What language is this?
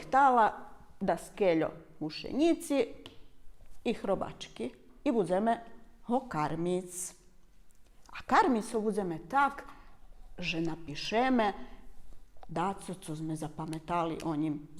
Rusyn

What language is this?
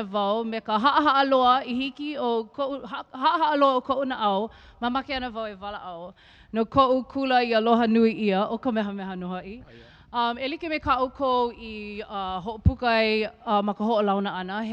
Hawaiian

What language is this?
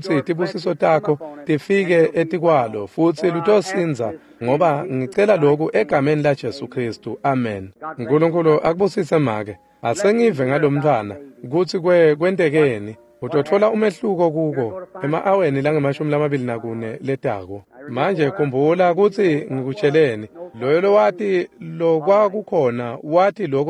Swati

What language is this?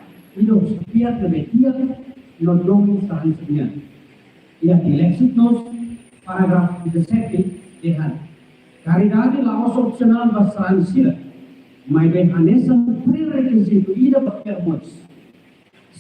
Tetum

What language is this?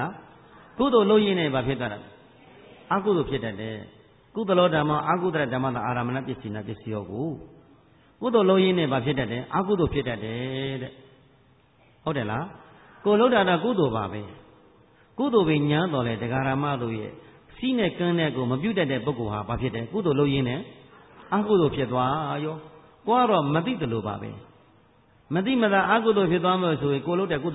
Burmese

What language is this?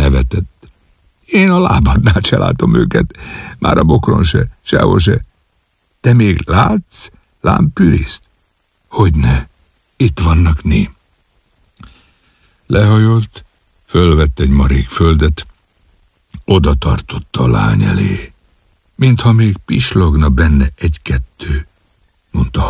Hungarian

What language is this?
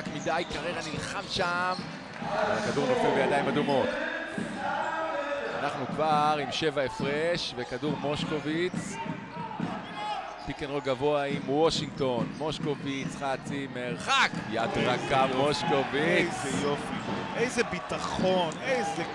Hebrew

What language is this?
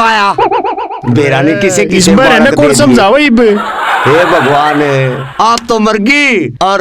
Haryanvi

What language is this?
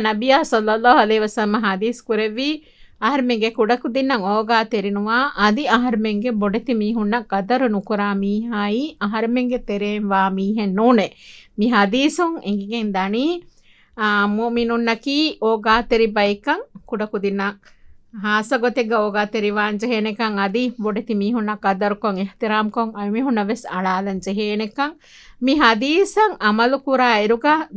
Divehi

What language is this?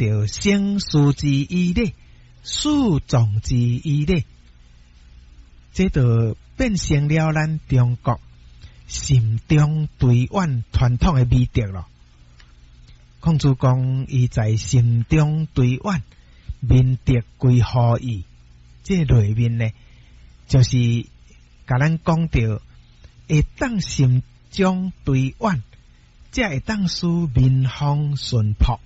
Min Nan Chinese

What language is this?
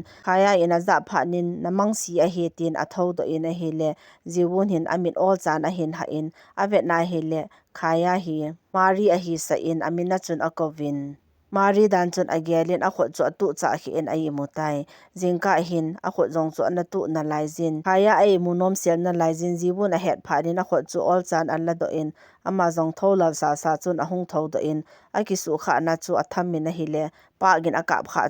Thado Chin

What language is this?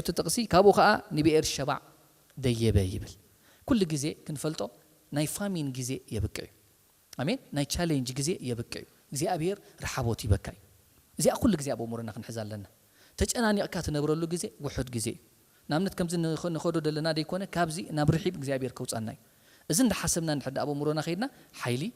Tigrinya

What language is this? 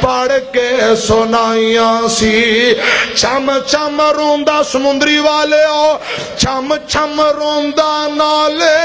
Western Panjabi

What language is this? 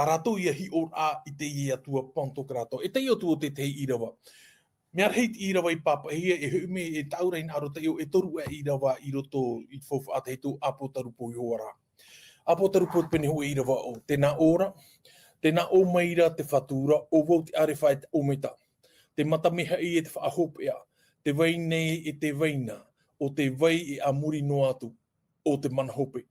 Tahitian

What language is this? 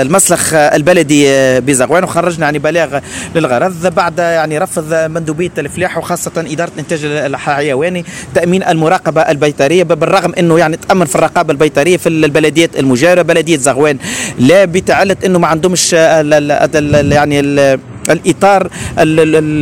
Tunisian Arabic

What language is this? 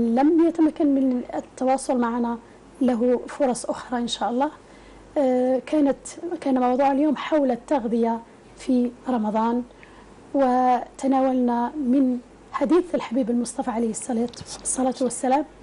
Arabic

